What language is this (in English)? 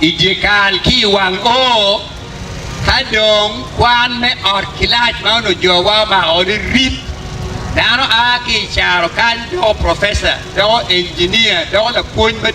Acoli